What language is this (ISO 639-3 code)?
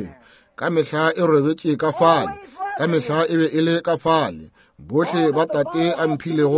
nso